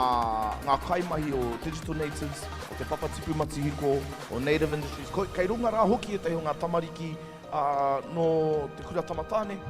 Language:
Māori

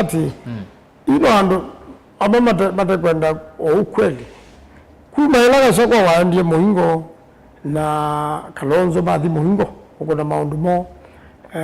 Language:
Kamba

